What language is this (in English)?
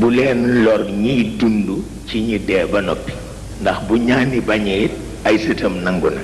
Wolof